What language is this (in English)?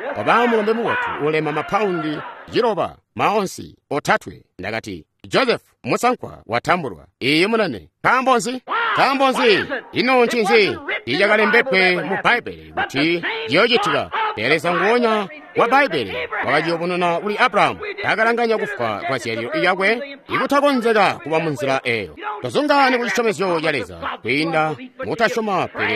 Tonga (Zambia)